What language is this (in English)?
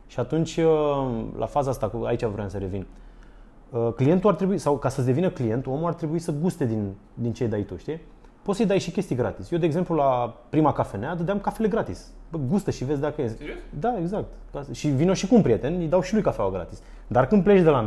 Romanian